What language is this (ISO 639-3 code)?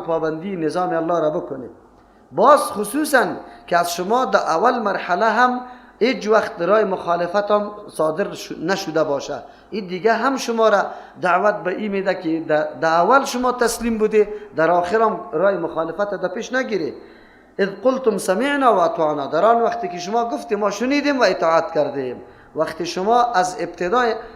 fas